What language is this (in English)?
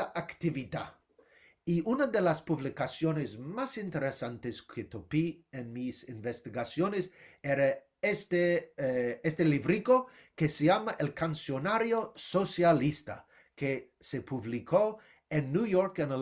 Ladino